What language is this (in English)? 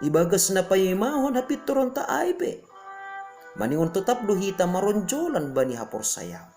Batak Simalungun